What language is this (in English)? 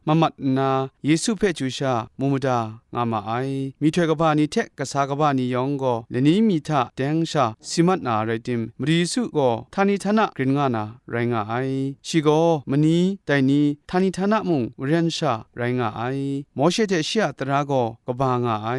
Kachin